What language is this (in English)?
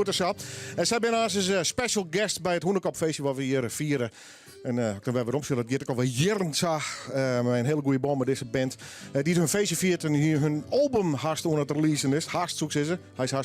Western Frisian